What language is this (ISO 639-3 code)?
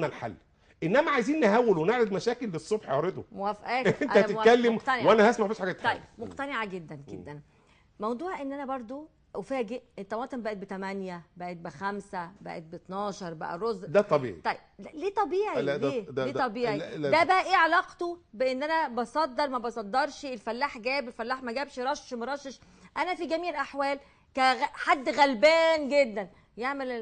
arz